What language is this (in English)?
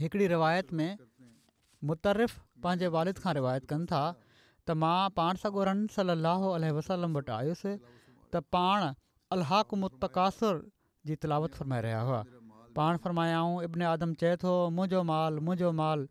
Sindhi